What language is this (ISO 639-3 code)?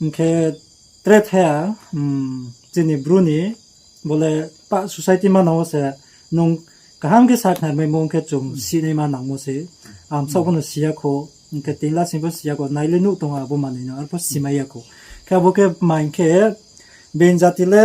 ria